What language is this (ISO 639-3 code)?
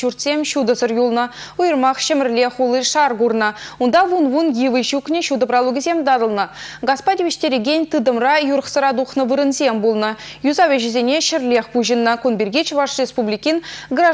chv